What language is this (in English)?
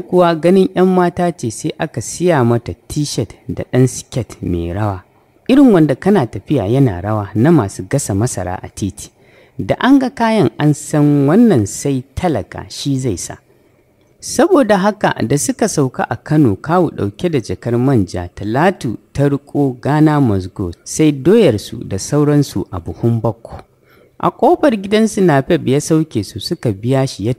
Hausa